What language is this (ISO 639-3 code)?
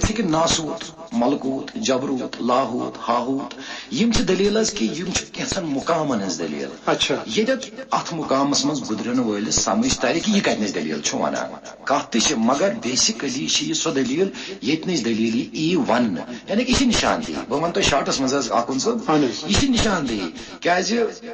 kas